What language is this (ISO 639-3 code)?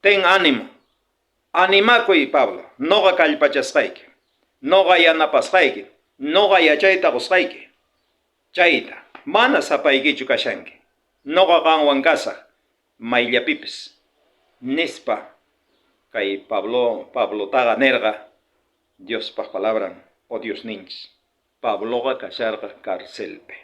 quh